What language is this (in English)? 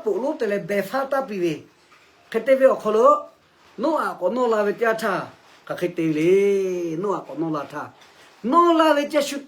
Lahu